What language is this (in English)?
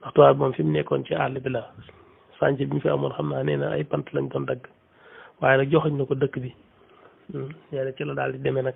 Wolof